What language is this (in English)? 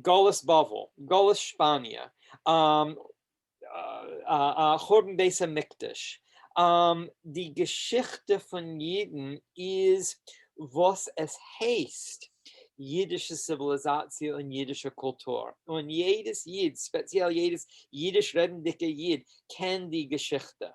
Yiddish